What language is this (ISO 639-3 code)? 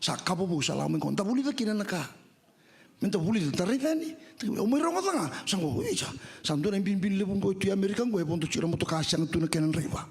fij